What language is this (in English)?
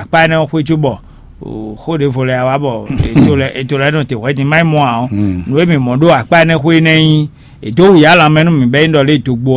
Fon